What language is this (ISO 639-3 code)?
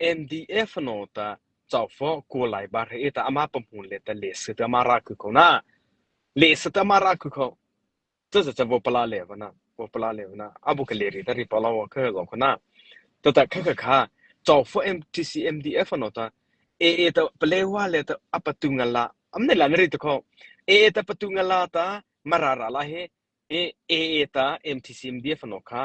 mrh